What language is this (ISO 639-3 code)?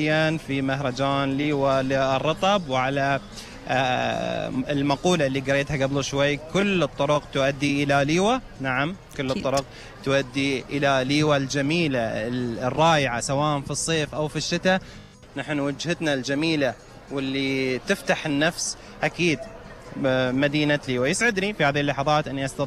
afb